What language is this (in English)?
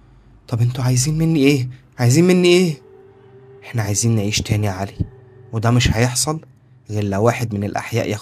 Egyptian Arabic